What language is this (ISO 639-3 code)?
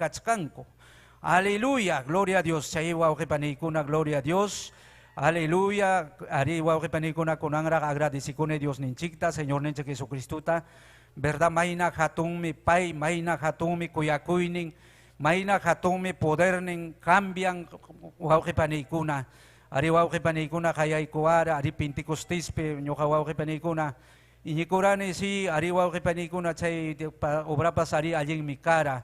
quy